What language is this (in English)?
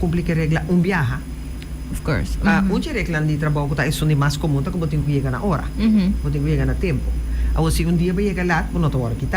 Papiamento